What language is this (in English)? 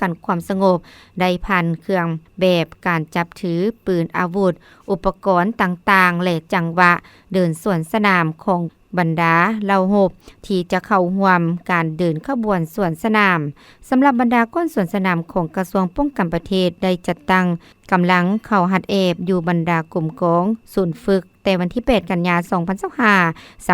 Lao